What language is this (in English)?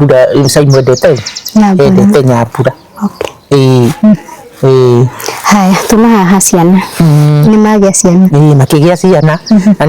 Kikuyu